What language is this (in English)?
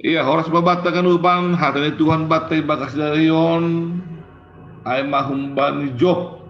Batak Simalungun